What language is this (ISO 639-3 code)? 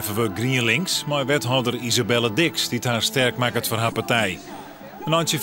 fry